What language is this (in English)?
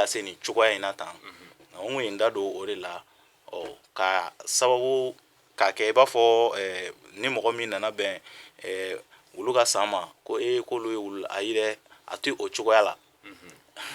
Bambara